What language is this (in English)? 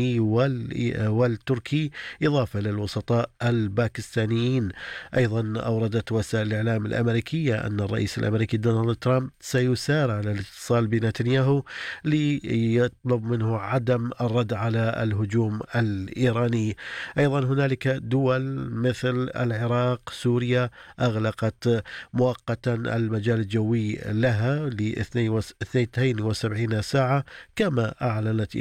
Arabic